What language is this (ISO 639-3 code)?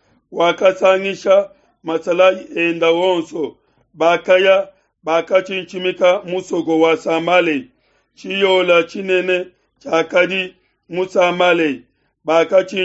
lua